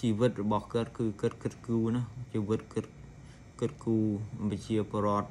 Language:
Khmer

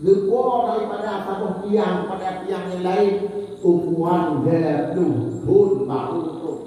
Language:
Achinese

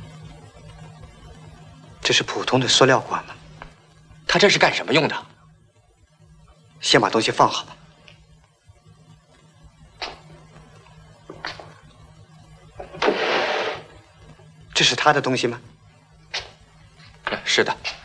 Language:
Chinese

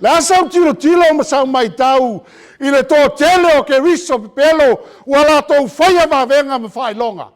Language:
Samoan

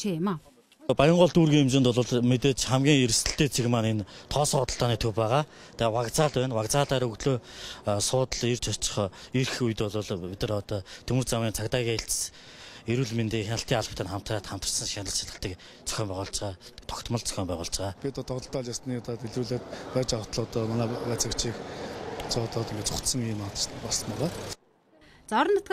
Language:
Mongolian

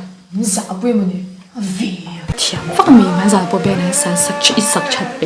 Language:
Mizo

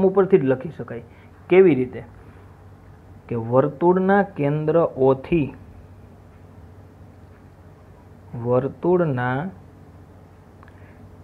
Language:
Gujarati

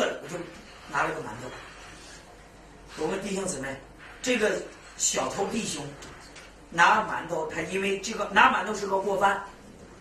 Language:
Chinese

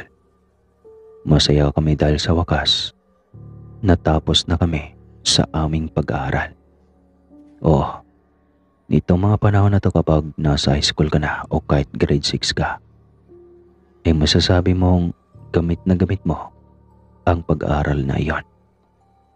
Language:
Filipino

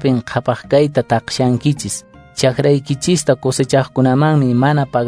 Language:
Quechua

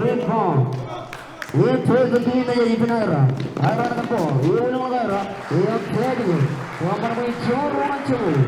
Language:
Marshallese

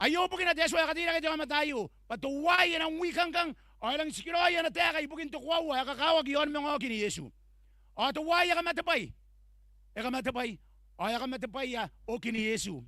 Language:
Gilbertese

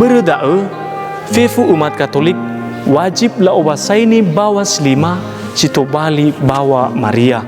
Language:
Nias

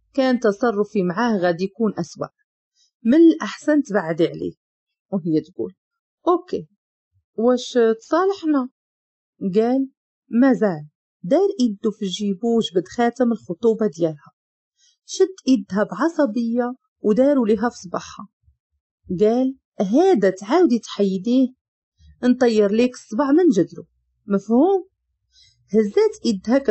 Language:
Moroccan Arabic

